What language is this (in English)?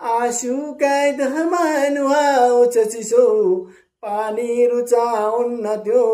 Nepali